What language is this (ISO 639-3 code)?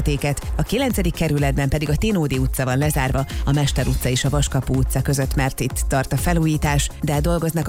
hun